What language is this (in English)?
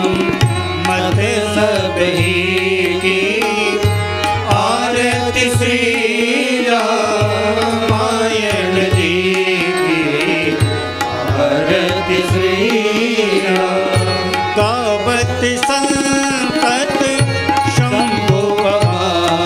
Hindi